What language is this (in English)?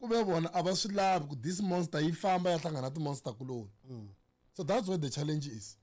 Tsonga